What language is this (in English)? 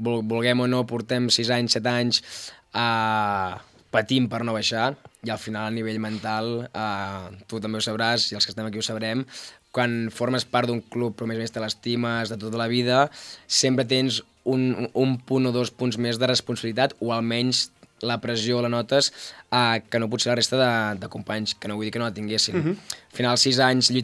Catalan